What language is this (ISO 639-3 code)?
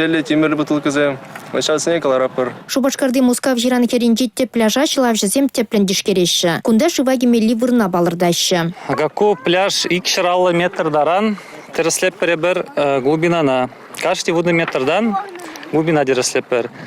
chv